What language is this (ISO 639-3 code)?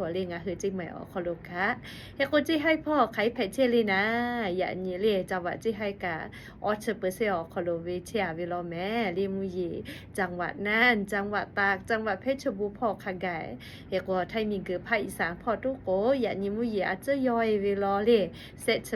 lhu